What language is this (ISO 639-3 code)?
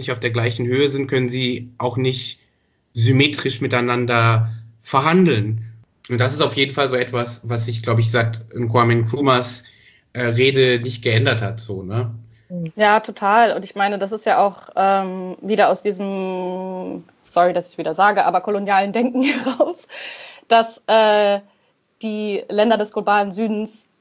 deu